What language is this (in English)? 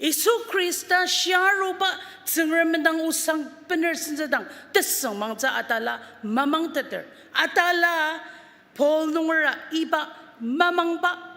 Ao Naga